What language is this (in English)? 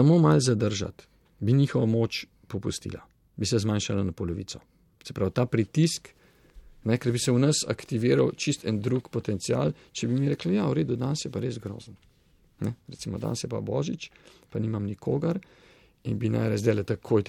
Slovenian